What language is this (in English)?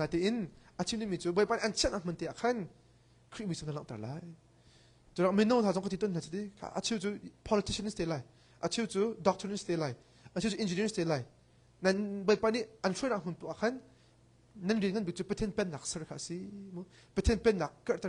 Hakha Chin